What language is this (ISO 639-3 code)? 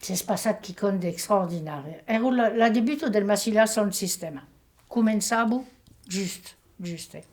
oci